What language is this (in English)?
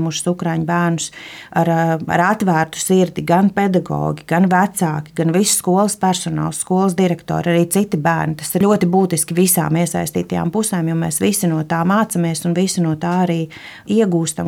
Latvian